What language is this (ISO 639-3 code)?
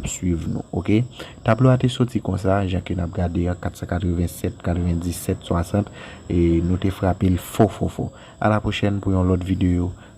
hat